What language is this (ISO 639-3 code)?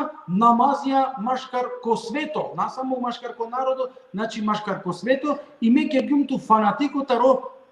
rmn